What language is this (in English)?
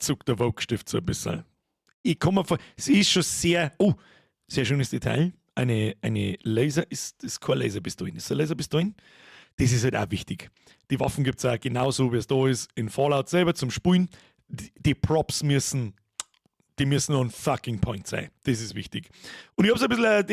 Bavarian